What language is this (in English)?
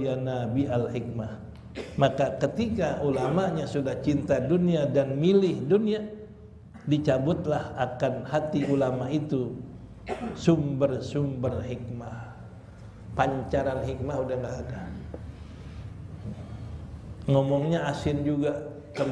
Indonesian